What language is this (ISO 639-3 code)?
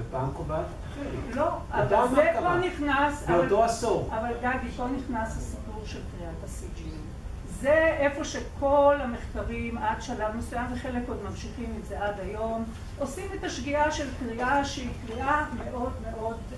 heb